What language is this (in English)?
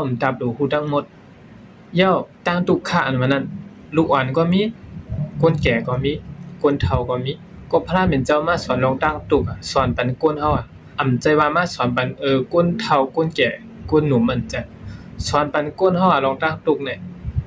Shan